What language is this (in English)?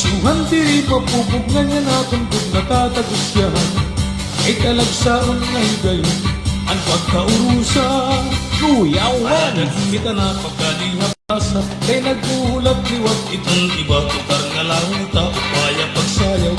Waray